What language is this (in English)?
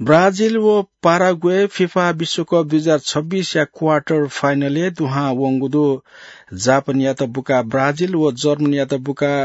Newari